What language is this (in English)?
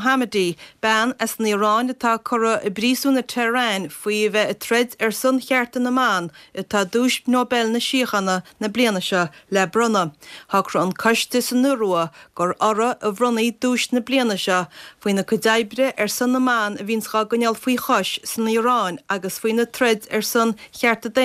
Irish